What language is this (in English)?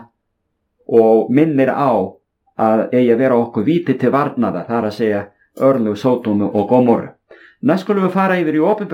Icelandic